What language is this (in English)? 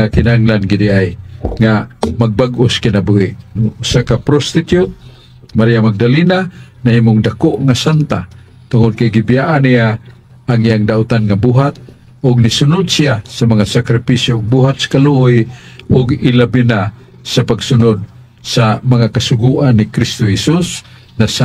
Cebuano